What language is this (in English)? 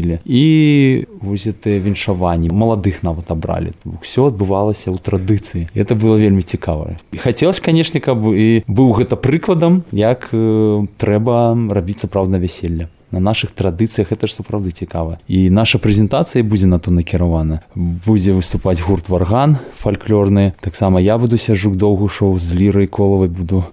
Belarusian